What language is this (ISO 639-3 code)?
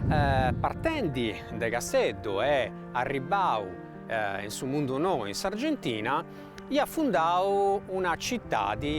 srd